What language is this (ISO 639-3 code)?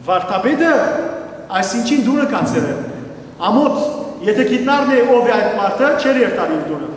hyw